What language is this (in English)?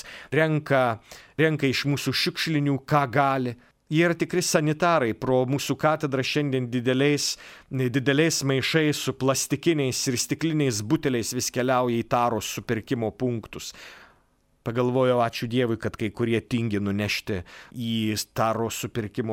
Lithuanian